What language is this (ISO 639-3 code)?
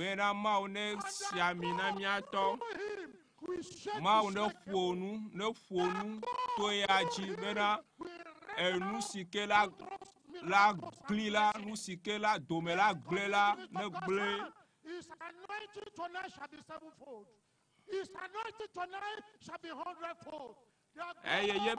ewe